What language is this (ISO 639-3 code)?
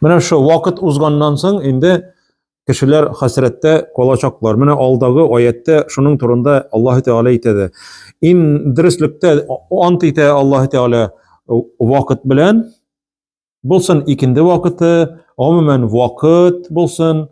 tat